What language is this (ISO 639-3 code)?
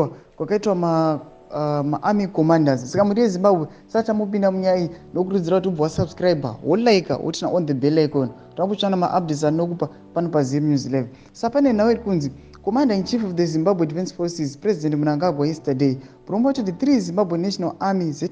sna